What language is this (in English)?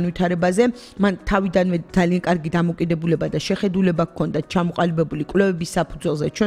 Georgian